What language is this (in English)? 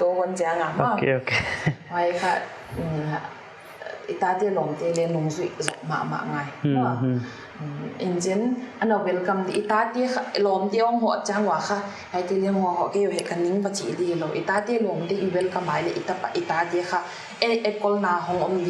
Paite Chin